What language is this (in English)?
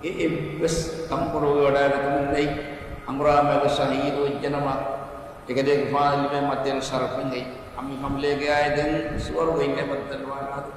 Divehi